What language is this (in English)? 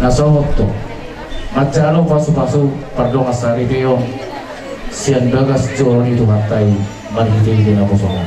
Batak Toba